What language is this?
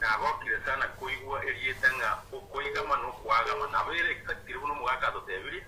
Gusii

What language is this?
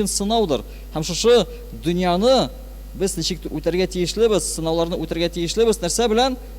Tatar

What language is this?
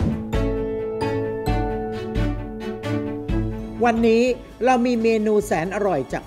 Thai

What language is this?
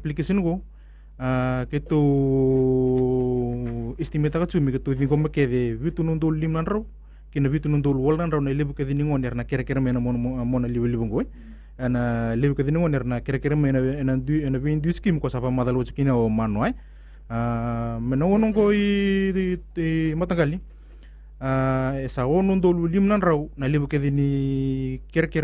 Fijian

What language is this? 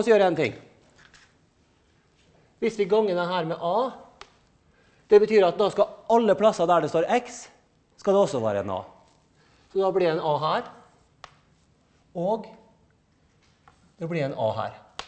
Norwegian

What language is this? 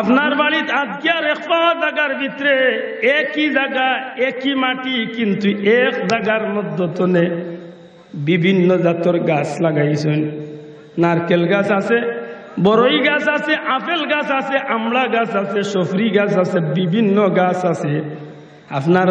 Sylheti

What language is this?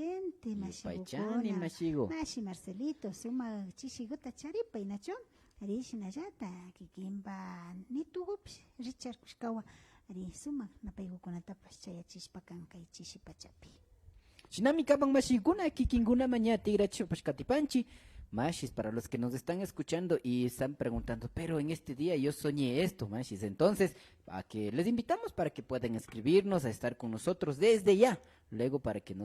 Imbabura Highland Quichua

